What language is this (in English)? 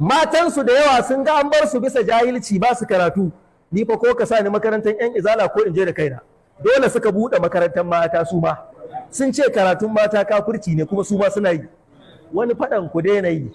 Hausa